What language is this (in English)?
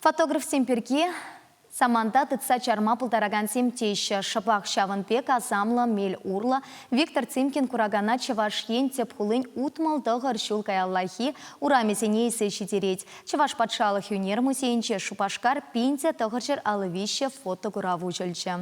Chuvash